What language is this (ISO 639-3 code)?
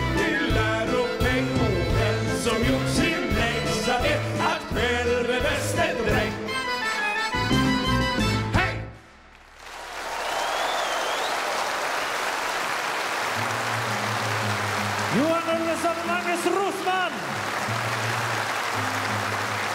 swe